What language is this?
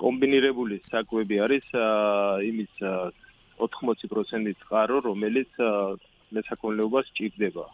Georgian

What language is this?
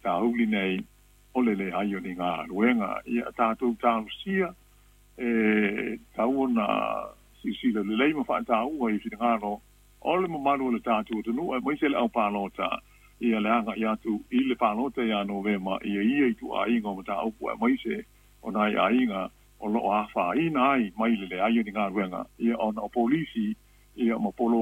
Samoan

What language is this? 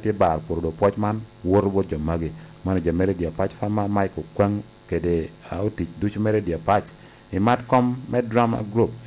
Lango (Uganda)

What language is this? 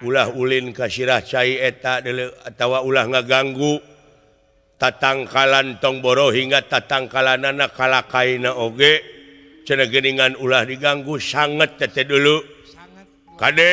Sundanese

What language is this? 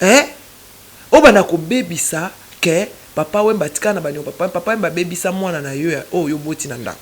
Lingala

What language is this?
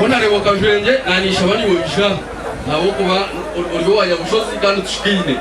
Nyankole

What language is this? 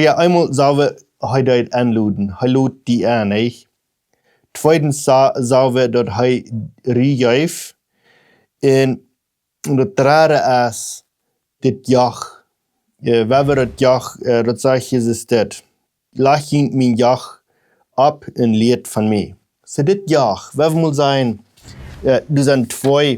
Plautdietsch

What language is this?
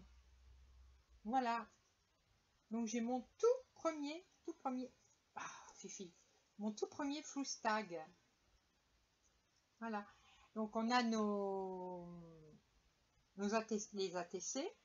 French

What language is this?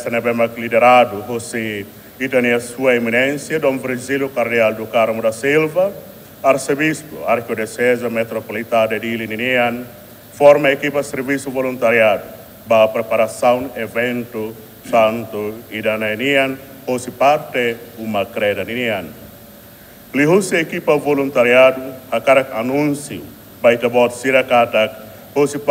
Tetum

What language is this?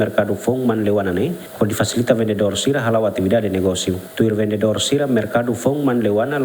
Tetum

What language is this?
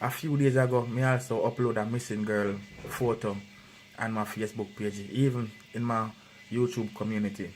Jamaican Creole English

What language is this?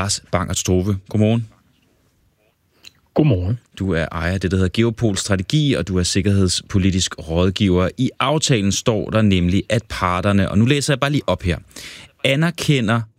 Danish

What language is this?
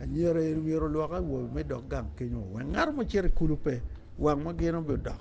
Acoli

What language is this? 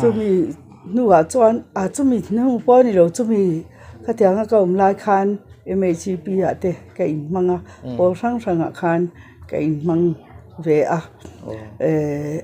Mizo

